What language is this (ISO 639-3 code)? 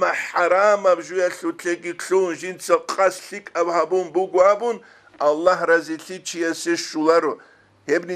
ava